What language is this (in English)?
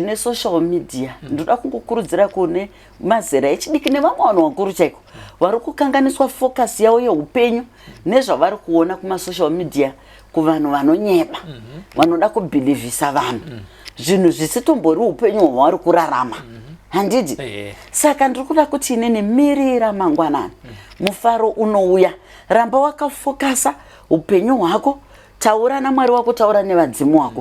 Shona